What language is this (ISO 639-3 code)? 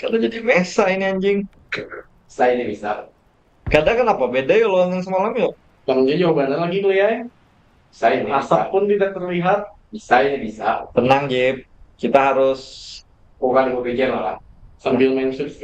bjn